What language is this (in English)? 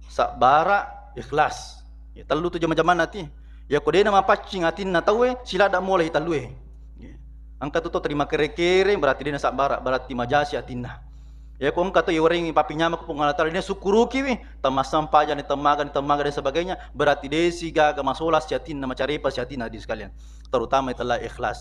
Buginese